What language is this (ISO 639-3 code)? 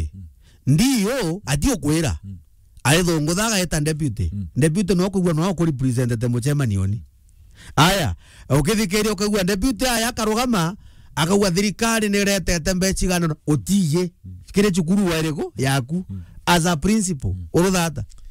mer